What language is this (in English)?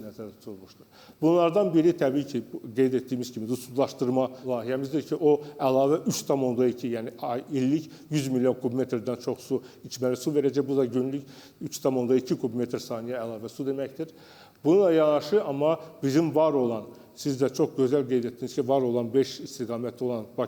Azerbaijani